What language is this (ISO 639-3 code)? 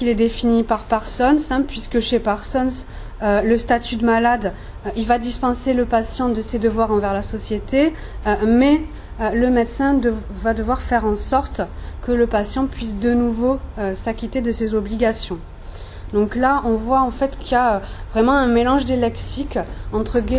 fra